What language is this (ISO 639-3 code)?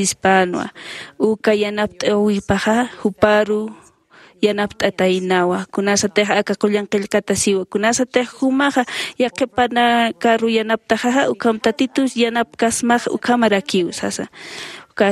aym